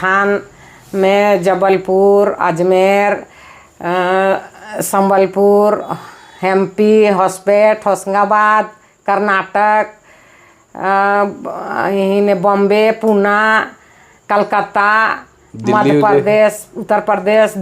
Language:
Sadri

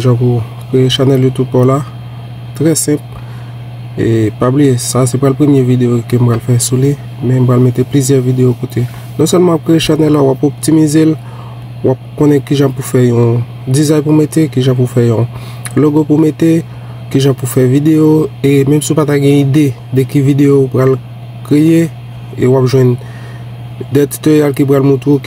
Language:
Haitian Creole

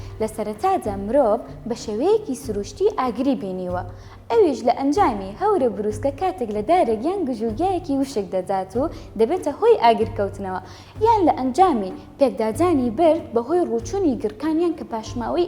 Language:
Central Kurdish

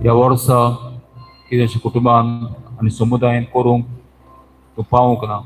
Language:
Konkani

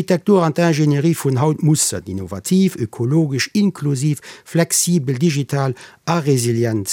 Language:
Luxembourgish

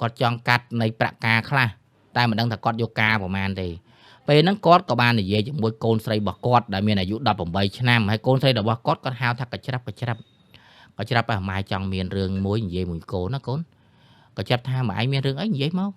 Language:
Khmer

